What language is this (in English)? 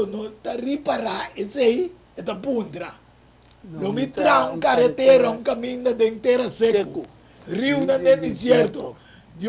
Papiamento